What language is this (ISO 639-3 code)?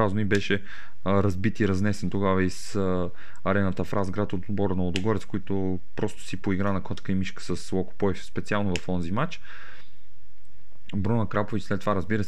bul